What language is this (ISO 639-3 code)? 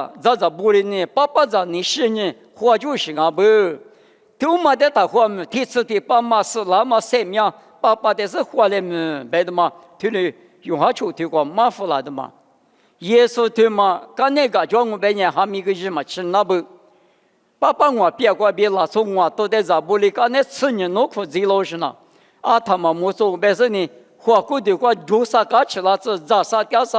lis